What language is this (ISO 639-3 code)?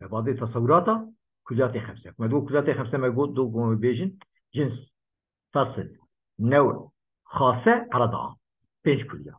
kur